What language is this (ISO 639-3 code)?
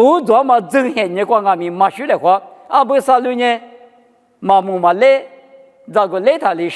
lis